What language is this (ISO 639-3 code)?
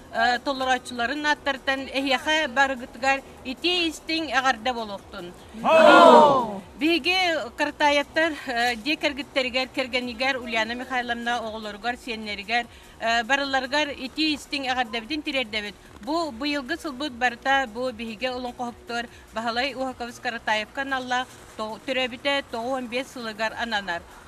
sah